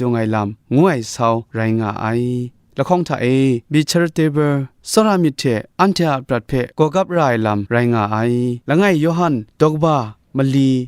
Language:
Kachin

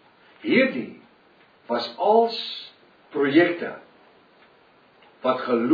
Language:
Afrikaans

